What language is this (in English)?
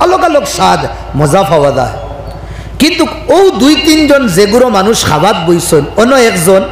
Sylheti